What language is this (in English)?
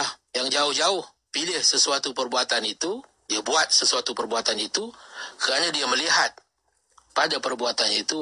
Malay